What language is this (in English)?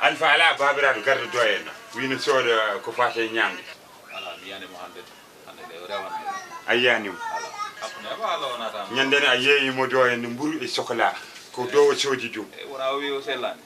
Fula